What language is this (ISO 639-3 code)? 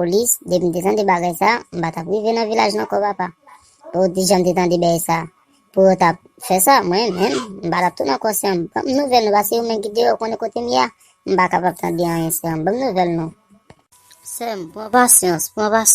hat